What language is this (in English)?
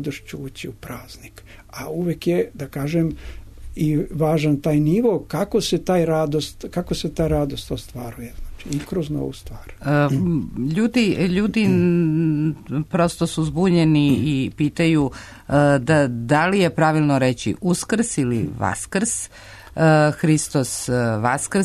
Serbian